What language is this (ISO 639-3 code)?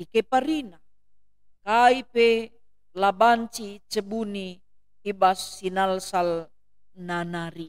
btx